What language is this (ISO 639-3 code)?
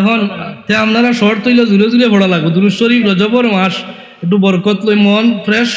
syl